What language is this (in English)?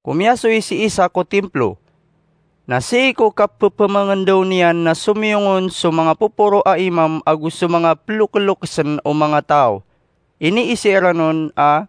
Maranao